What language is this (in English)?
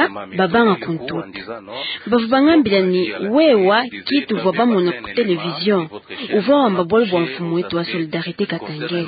Luba-Lulua